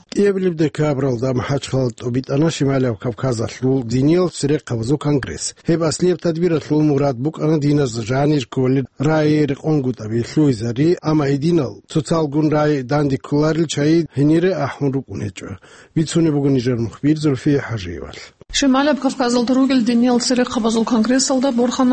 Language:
Avaric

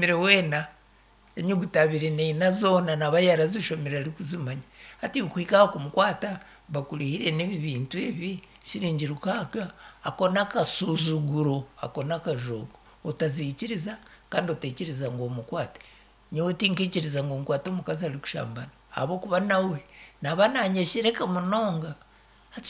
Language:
Nyankole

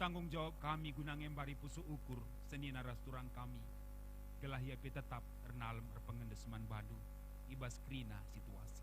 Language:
Batak Karo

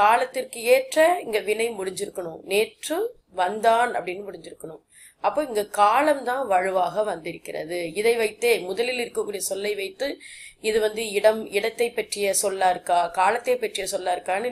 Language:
Tamil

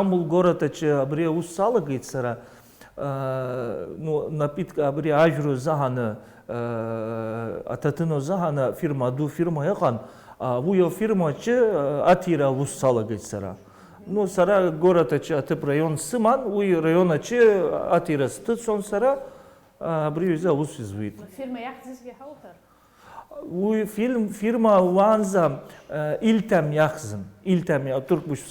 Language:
Abkhazian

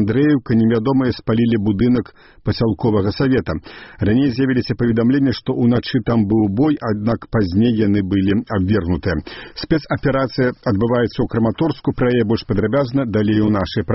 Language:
Belarusian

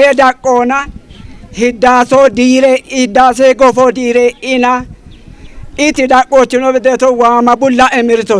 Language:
Kafa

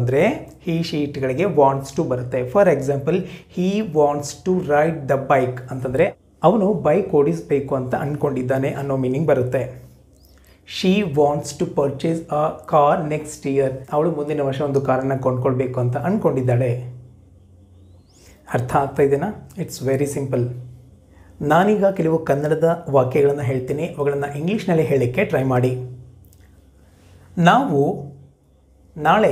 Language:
Kannada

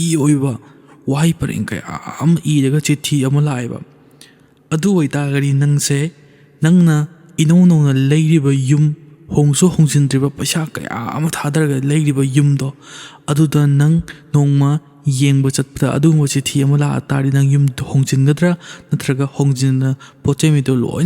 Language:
Manipuri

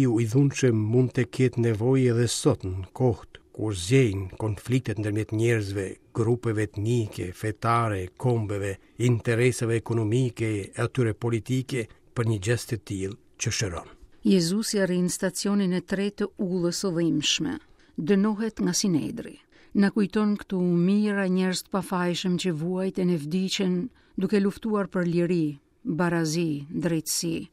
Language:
Albanian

